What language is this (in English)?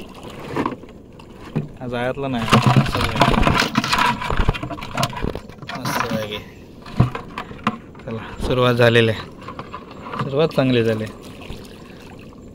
Marathi